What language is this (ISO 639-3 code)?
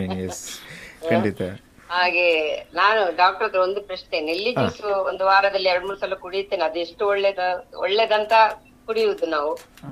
kan